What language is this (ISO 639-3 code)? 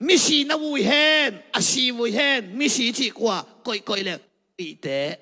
ctd